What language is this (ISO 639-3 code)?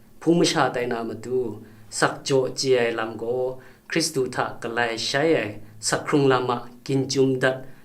kac